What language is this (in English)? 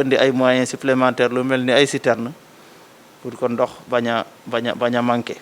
Wolof